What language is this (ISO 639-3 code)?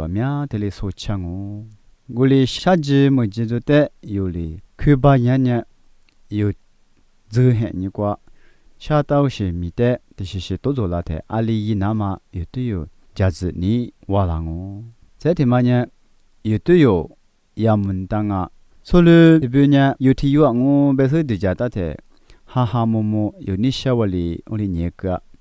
lis